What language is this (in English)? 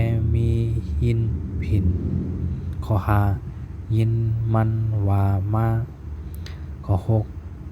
Shan